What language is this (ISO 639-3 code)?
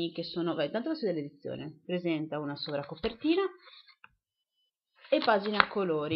ita